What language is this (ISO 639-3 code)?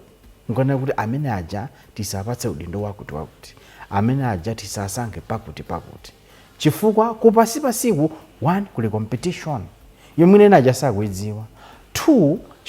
nya